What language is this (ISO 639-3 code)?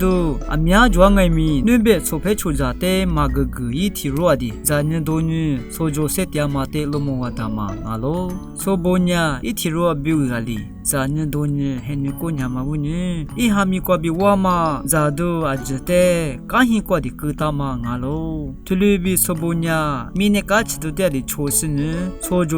lis